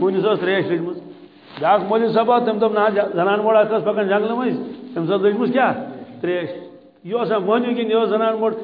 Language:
Kashmiri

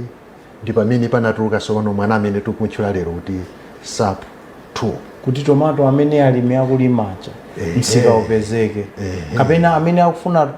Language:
Nyanja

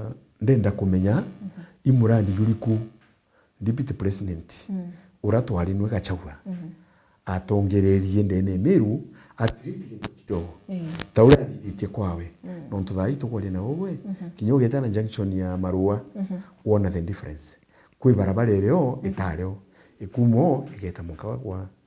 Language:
Meru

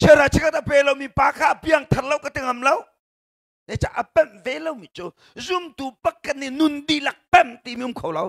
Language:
Hakha Chin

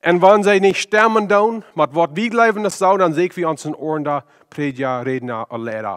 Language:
Plautdietsch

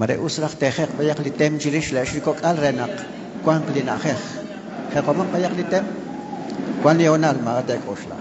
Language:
Kekchí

